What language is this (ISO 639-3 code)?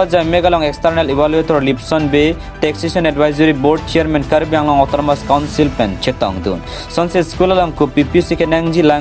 mjw